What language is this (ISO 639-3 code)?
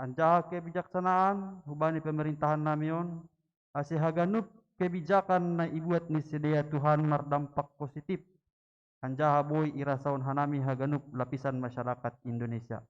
bts